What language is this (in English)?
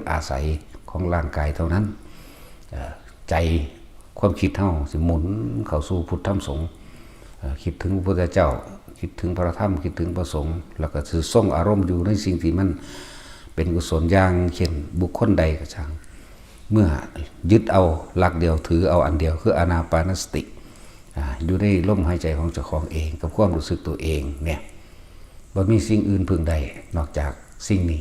Northeastern Thai